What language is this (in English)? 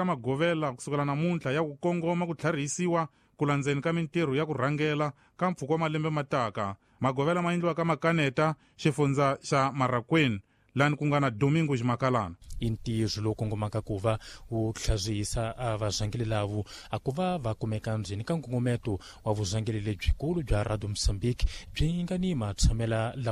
Tsonga